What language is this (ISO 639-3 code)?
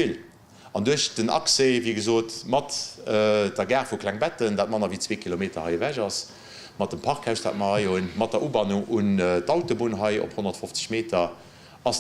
ltz